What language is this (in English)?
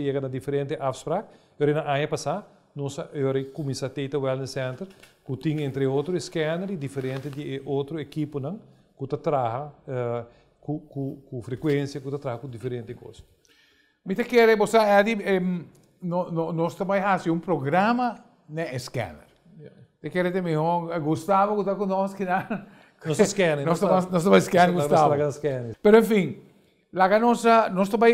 Papiamento